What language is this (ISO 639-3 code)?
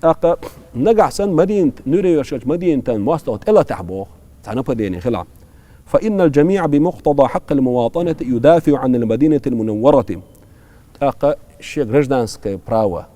che